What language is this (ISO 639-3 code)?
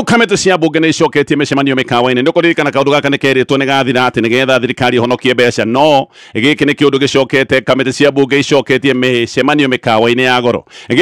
kik